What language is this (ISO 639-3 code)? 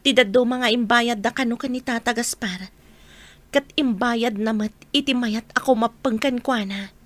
ilo